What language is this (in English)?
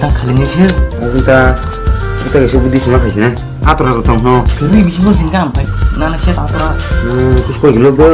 Kok Borok